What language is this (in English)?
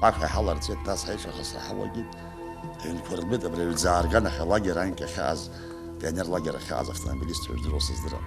Abkhazian